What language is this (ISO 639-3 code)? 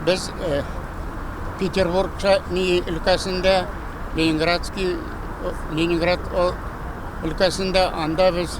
tat